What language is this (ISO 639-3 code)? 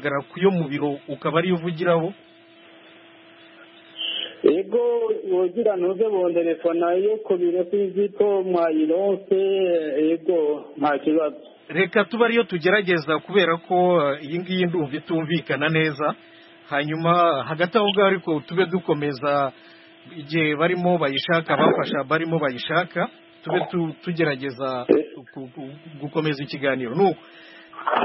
kin